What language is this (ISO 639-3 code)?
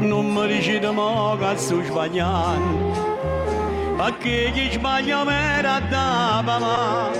nap